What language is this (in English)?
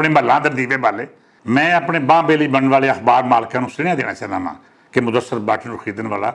Western Panjabi